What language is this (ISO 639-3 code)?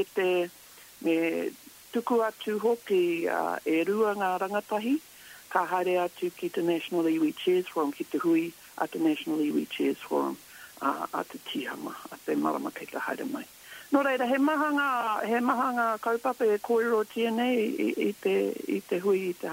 mri